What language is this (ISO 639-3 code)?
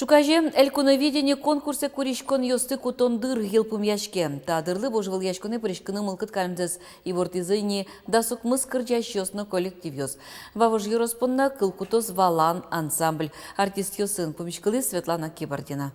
udm